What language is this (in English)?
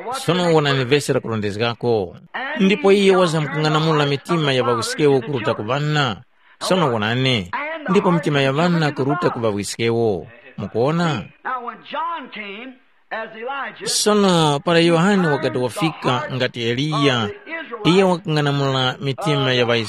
Tumbuka